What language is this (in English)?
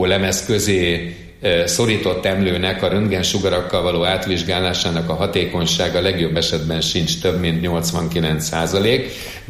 Hungarian